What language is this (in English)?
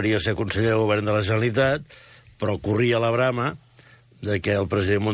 Catalan